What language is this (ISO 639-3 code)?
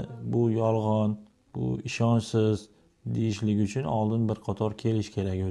uzb